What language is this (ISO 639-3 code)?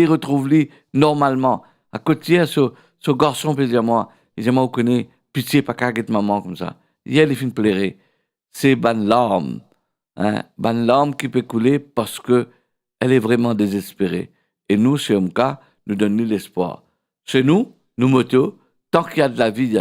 mfe